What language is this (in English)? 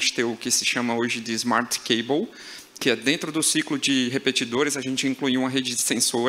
Portuguese